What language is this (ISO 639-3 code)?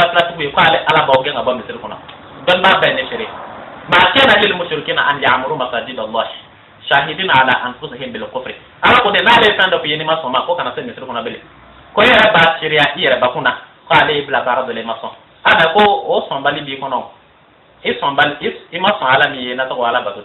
bam